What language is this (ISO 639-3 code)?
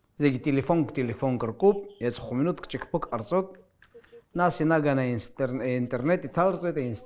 abk